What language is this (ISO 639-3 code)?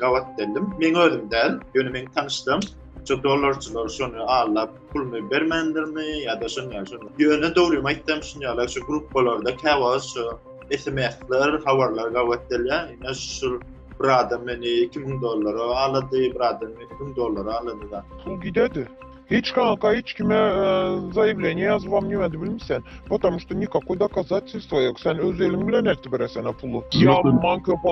tuk